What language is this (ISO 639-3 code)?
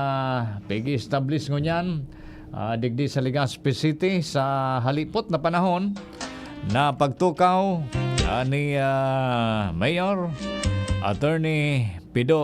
bik